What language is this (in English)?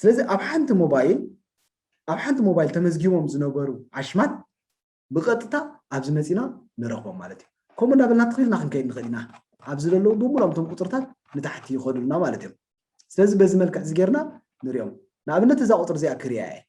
Tigrinya